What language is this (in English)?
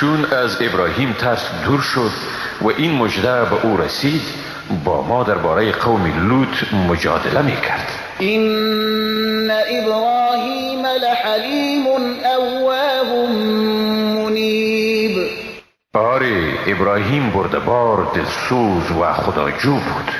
Persian